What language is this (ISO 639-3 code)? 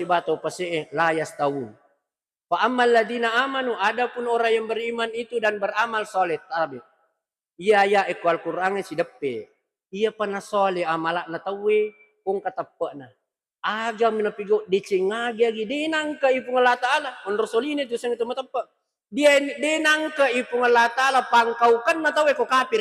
bug